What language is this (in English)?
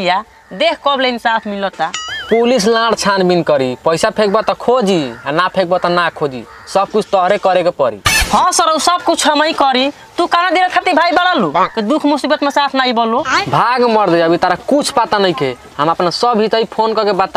Bhojpuri